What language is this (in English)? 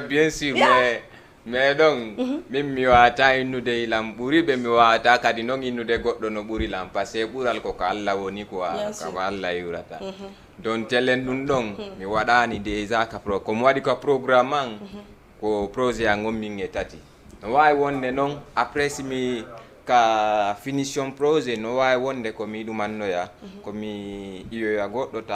Fula